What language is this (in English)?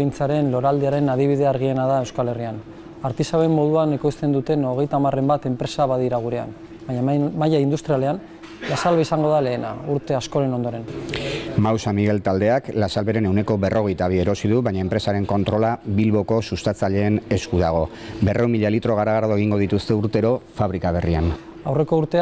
Basque